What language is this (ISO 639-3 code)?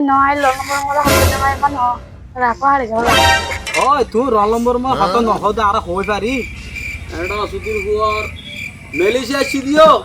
rhg